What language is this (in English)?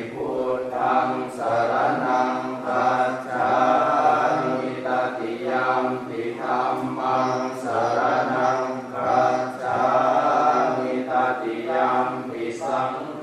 Pali